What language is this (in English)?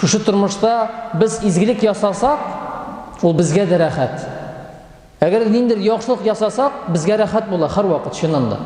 Tatar